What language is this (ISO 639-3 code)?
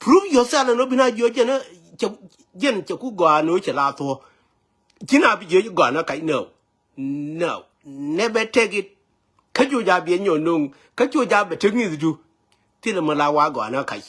nus